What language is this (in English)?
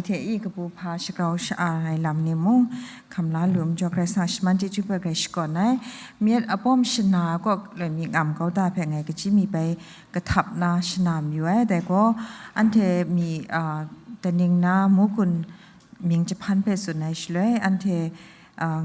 Kachin